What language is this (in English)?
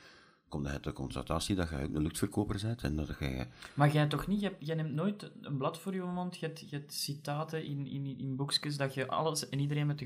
Dutch